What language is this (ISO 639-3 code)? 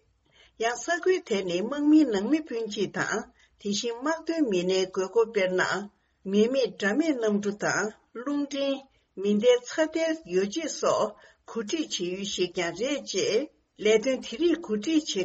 bod